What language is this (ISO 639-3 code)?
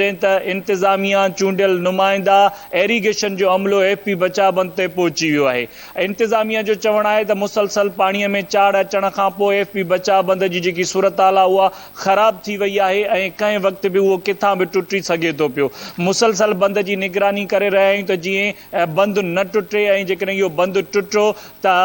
snd